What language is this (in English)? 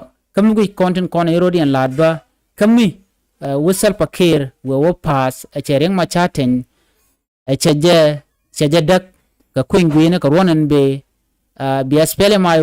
Nuer